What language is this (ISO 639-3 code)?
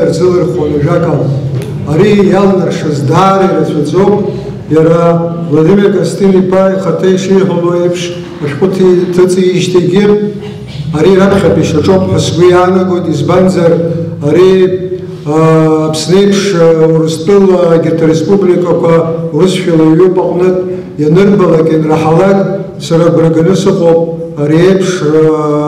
abk